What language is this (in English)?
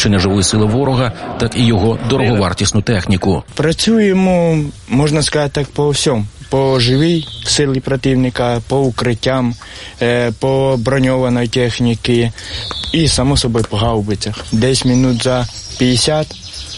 Ukrainian